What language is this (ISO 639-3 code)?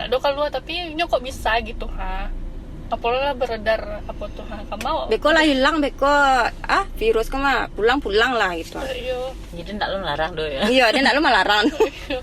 min